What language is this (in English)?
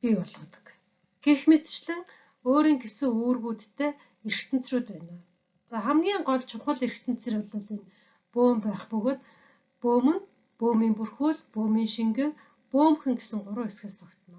Mongolian